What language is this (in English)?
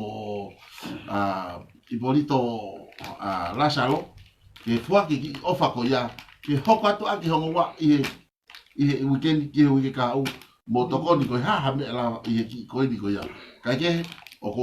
Tongan